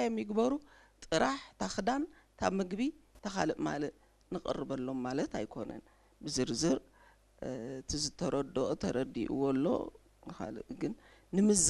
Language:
Tigrinya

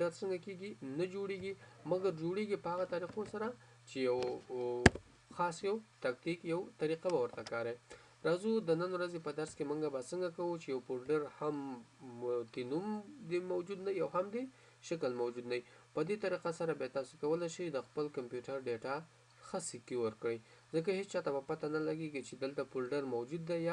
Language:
Pashto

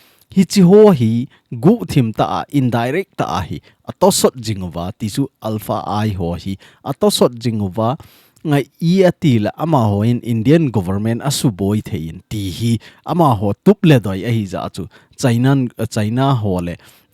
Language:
Thado Chin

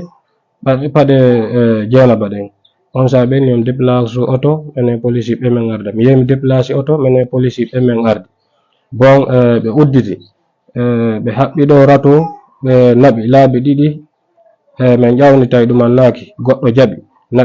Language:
Fula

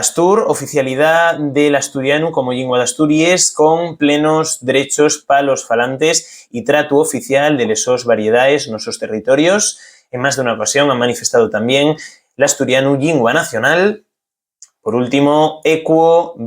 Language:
Asturian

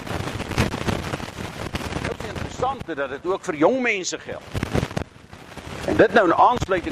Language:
Afrikaans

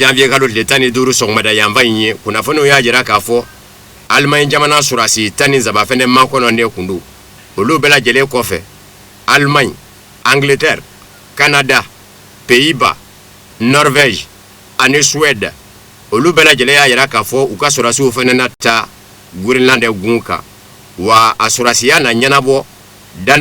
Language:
Bambara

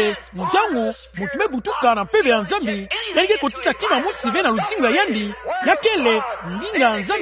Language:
Kituba (Democratic Republic of Congo)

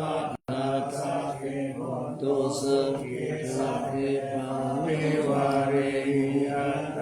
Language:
Pali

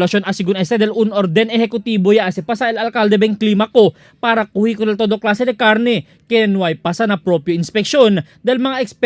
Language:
Chavacano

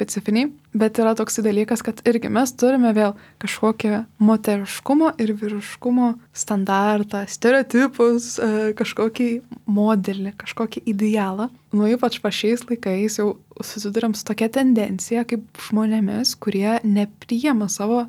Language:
Lithuanian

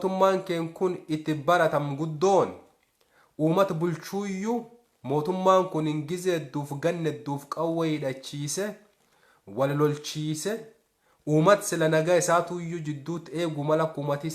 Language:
Oromo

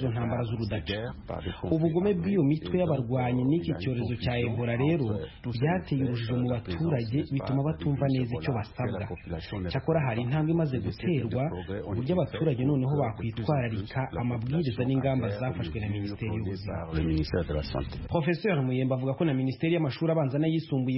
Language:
Kinyarwanda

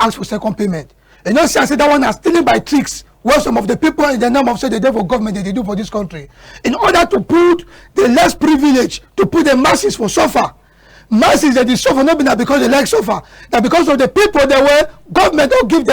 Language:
Cameroon Pidgin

